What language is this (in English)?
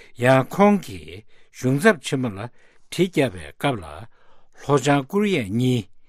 Tibetan